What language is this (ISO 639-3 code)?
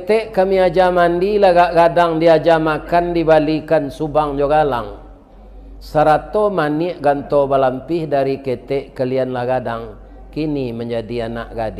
min